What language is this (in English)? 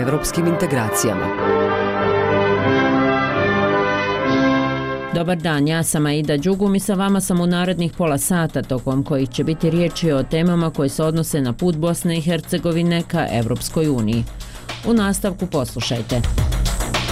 Bosnian